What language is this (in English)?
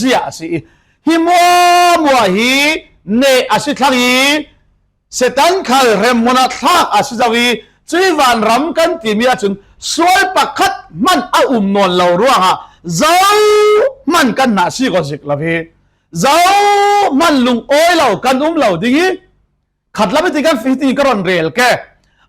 Falam Chin